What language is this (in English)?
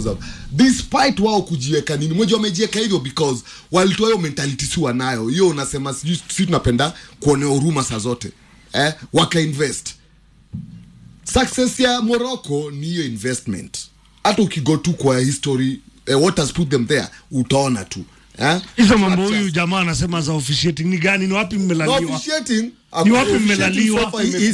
Swahili